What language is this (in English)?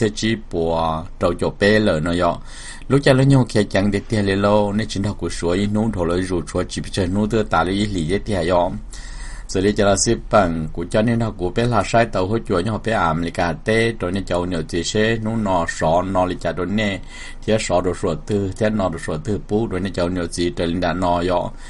Hmong